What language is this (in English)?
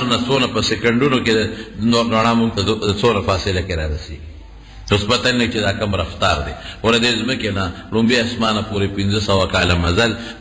Pashto